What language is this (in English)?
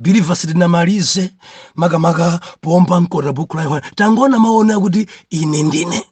Nyanja